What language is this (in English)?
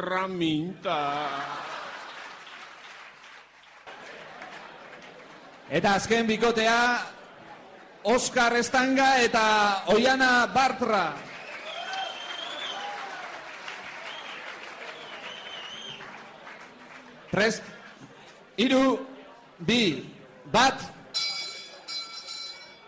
Basque